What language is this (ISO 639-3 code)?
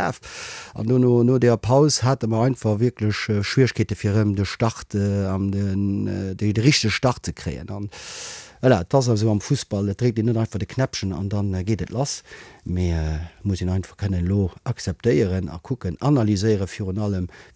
ltz